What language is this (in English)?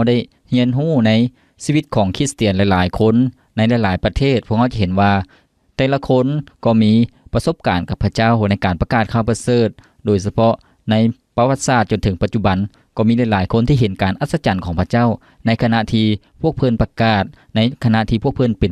Lao